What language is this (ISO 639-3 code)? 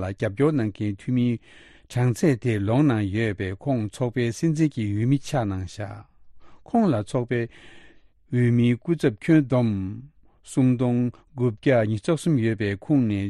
bod